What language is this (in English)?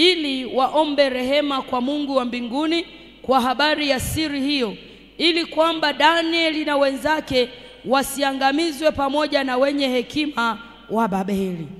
Swahili